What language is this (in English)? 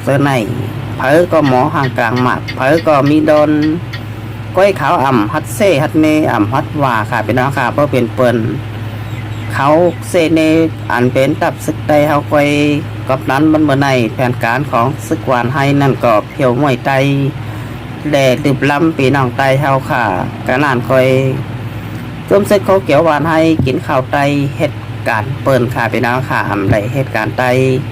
Shan